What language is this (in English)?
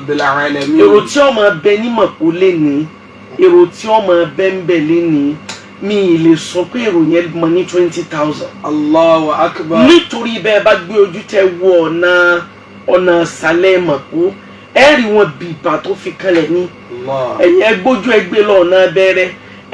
Yoruba